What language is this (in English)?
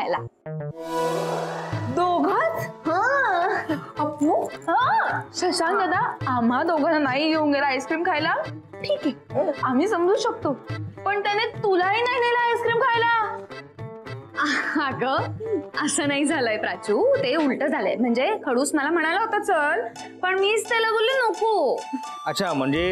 Marathi